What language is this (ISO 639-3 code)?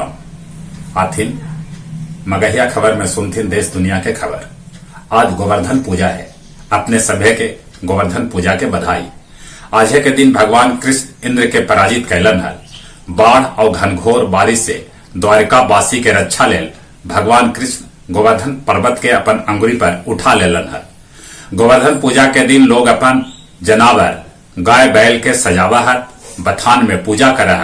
mag